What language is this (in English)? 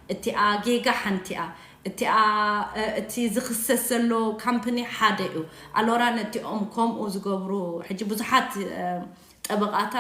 Tigrinya